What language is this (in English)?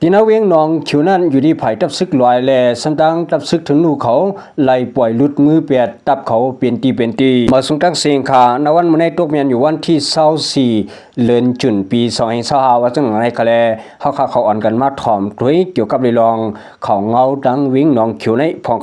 Shan